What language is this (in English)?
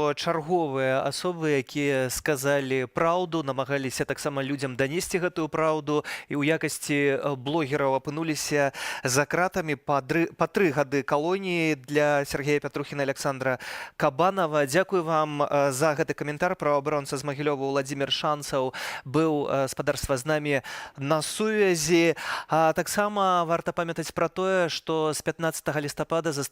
Belarusian